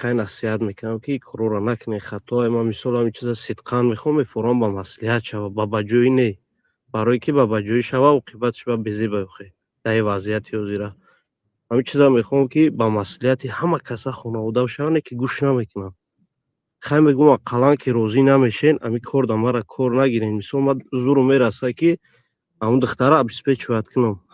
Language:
Tajik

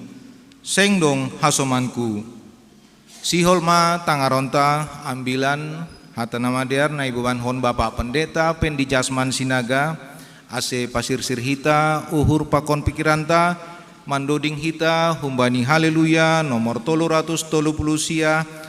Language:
Batak Simalungun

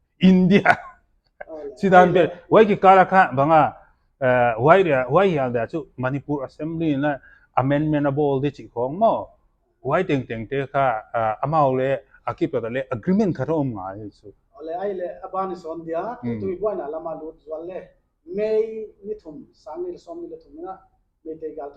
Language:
Paite Chin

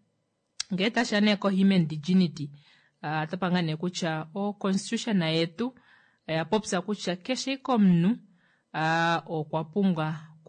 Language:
Kuanyama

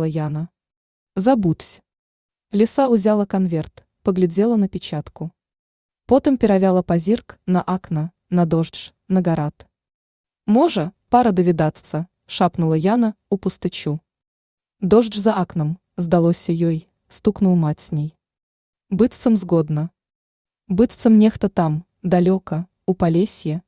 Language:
Belarusian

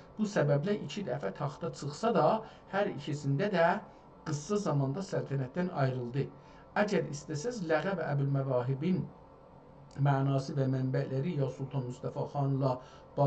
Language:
South Azerbaijani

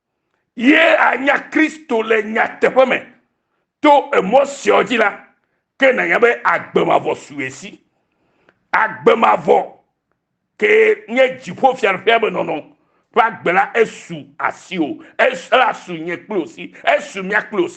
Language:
Ewe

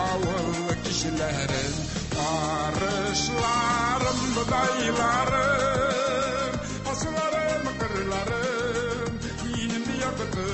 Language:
Tatar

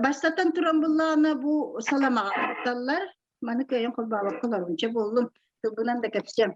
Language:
Yakut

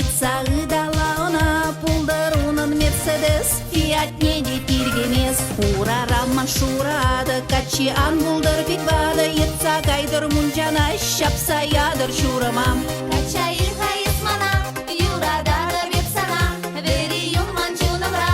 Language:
Chuvash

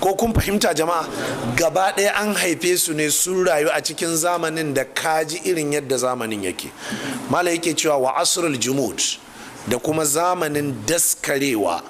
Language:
Hausa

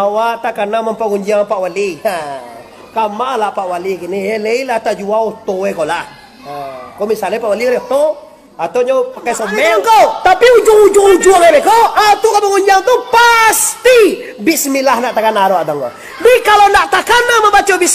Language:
Minangkabau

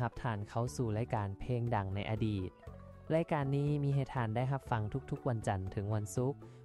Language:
Lao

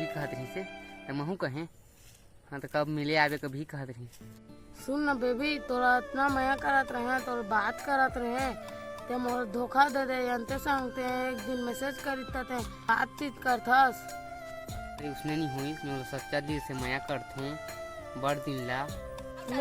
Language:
Chhattisgarhi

